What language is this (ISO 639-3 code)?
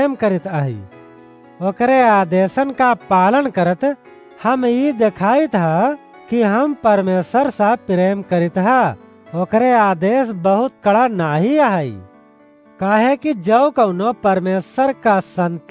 awa